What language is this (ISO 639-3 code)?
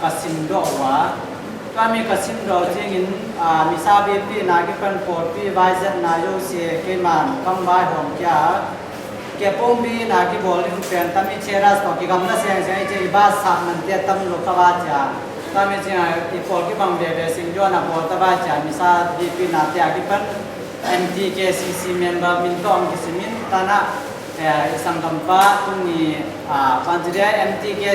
ctd